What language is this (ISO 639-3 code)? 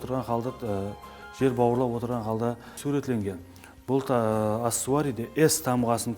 kaa